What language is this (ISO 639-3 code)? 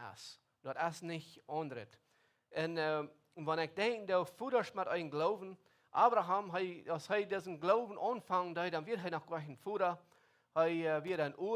pdt